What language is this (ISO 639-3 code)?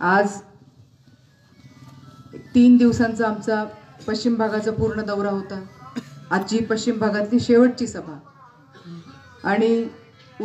mar